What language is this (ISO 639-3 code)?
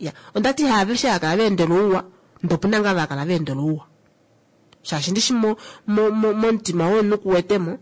kua